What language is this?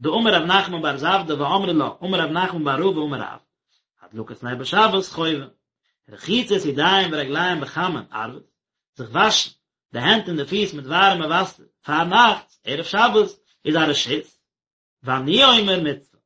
Yiddish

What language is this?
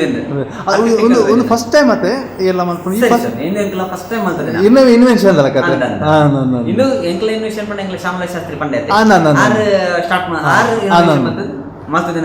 Tulu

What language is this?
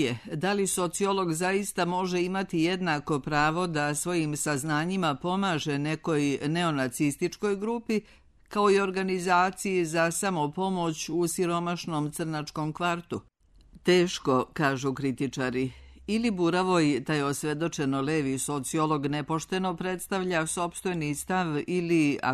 Serbian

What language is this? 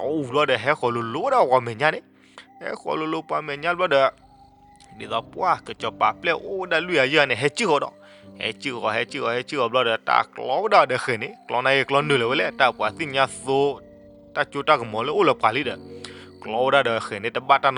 S'gaw Karen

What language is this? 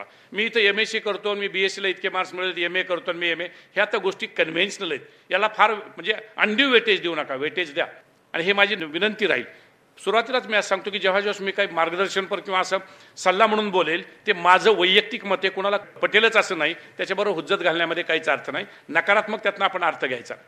Marathi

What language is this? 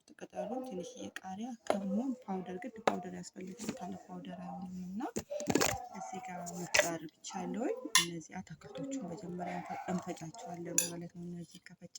Amharic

